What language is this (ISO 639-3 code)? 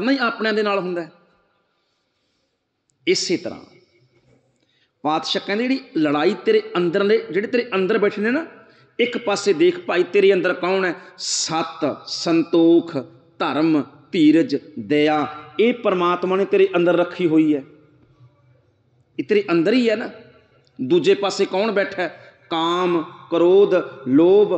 pan